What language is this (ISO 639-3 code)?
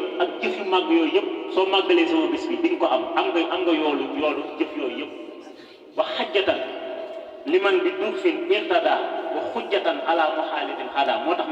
wol